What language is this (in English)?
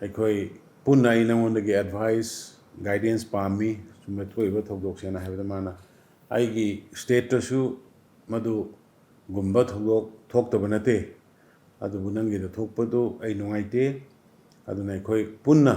Manipuri